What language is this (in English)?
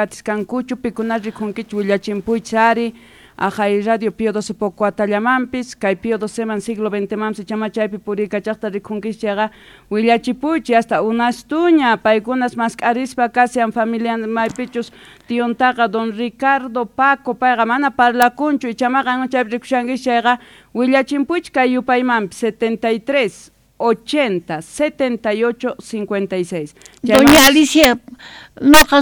Quechua